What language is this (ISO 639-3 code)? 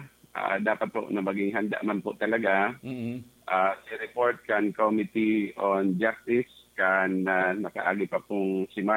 bik